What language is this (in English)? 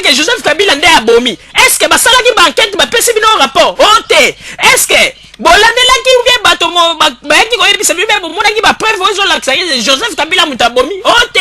Lingala